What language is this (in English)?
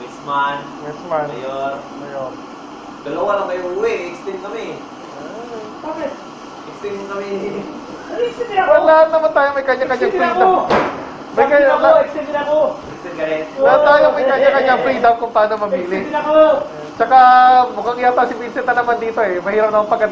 Filipino